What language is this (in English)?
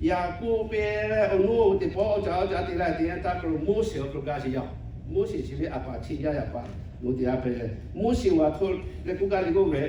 Lahu